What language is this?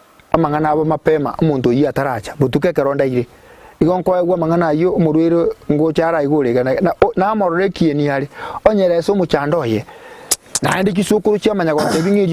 Gusii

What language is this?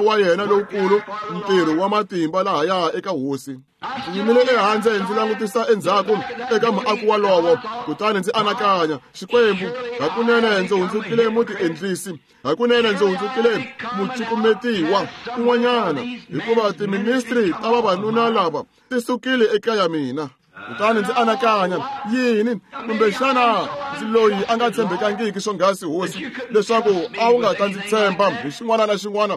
Tsonga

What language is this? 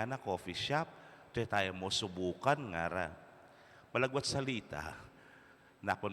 Pampanga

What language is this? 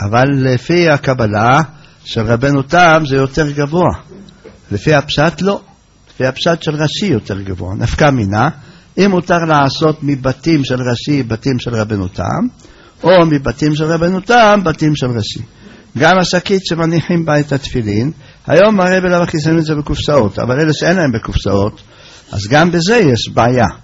Hebrew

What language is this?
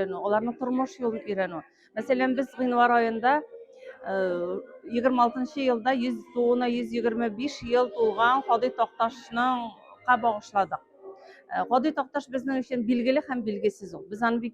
Tatar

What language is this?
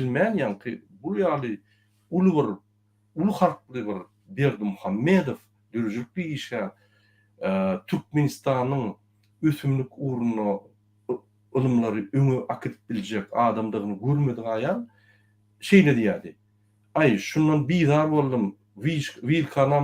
Turkmen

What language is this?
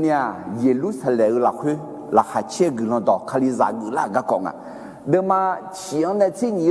Akha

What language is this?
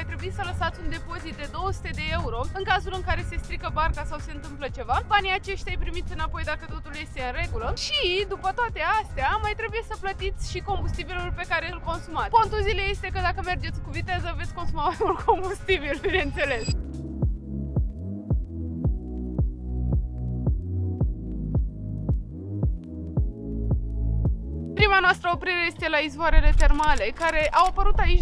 Romanian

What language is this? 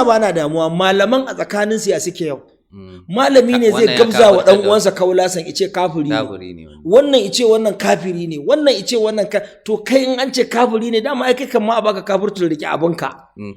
Hausa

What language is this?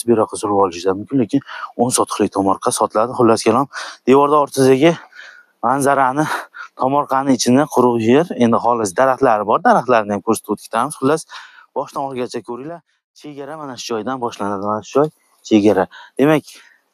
Uzbek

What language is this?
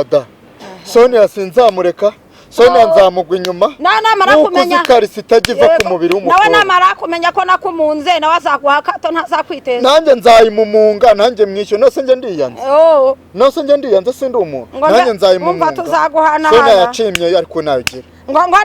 Kinyarwanda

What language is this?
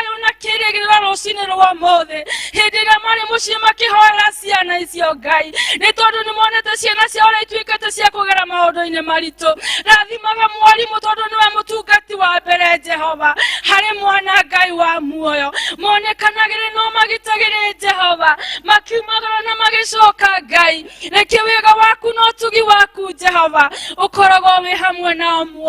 Kikuyu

